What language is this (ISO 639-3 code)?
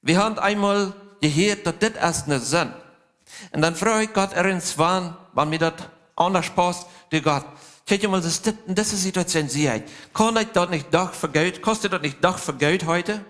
pdt